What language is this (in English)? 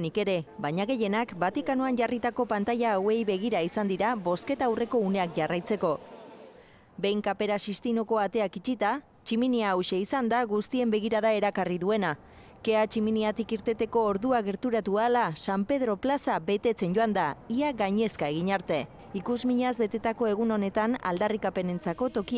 Basque